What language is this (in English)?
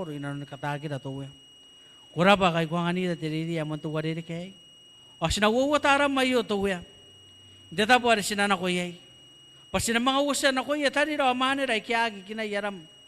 Gilbertese